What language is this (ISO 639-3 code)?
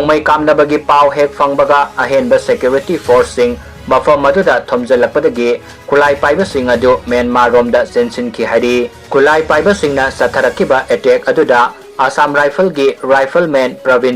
mni